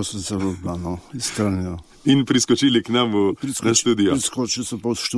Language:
Slovenian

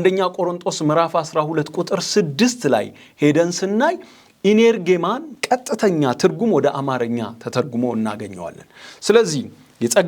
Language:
Amharic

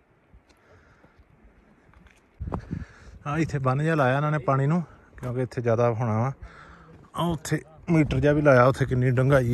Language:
Punjabi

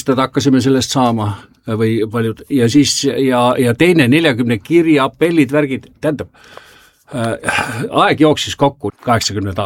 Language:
Estonian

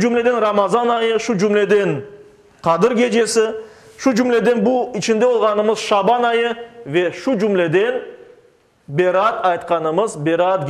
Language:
Crimean Tatar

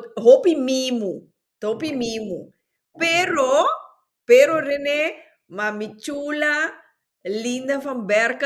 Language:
Papiamento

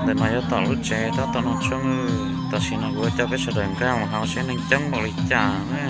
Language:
Hmong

